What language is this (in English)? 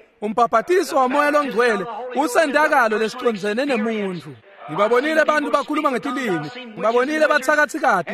Swati